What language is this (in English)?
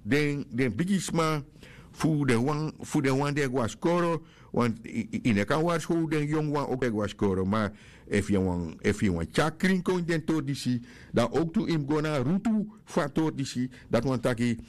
Sranan Tongo